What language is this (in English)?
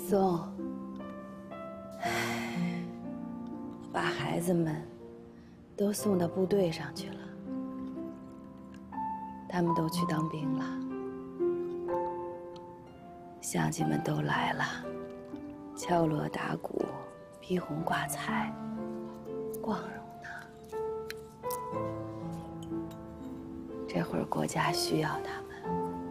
Chinese